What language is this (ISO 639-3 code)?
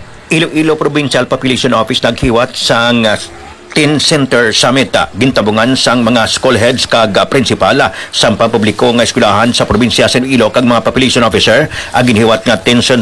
hil